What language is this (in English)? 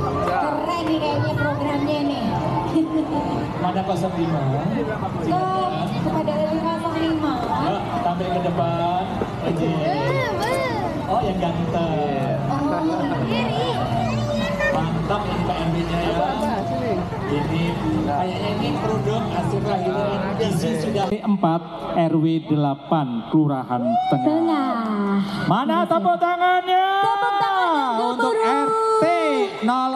Indonesian